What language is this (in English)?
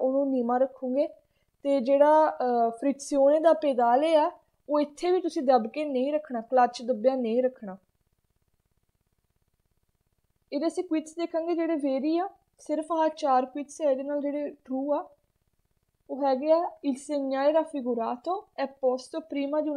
Punjabi